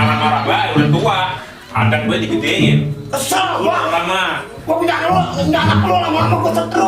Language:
Betawi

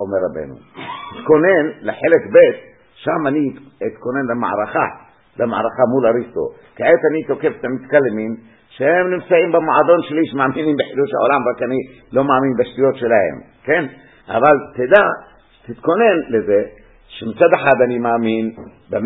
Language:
Hebrew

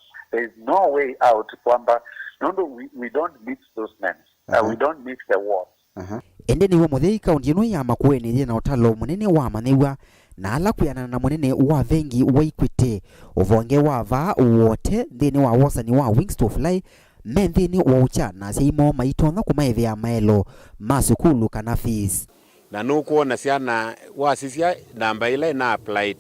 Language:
Kamba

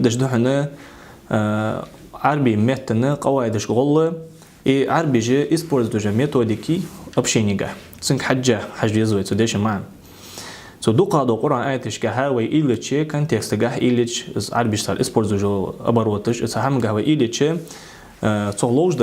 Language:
Ingush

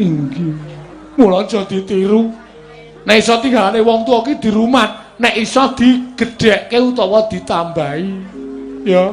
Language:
Javanese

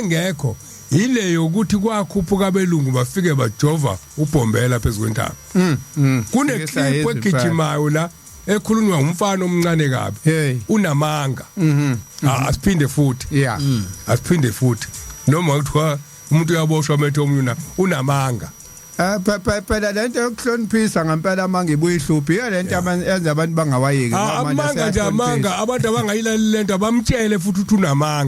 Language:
Zulu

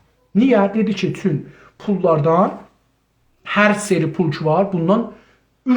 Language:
South Azerbaijani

